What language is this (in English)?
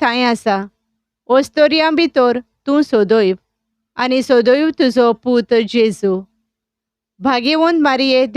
Konkani